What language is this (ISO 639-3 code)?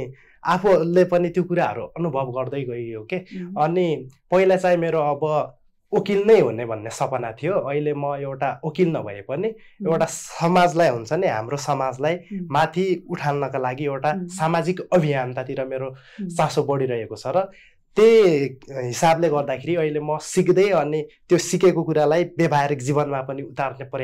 nep